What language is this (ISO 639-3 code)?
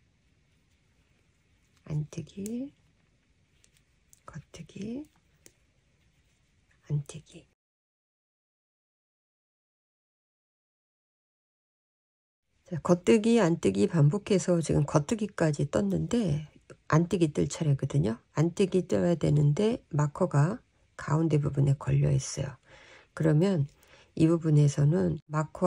kor